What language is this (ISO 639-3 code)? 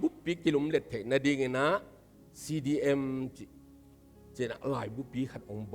ctd